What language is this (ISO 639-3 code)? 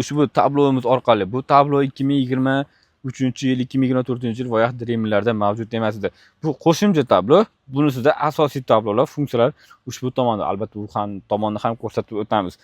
uzb